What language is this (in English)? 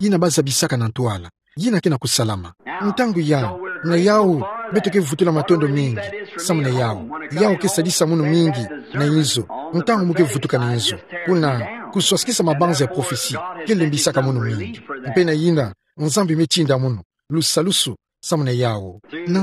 Kituba (Democratic Republic of Congo)